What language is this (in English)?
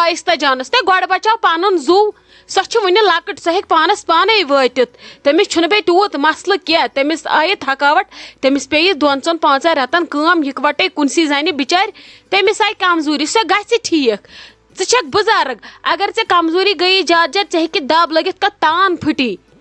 Kashmiri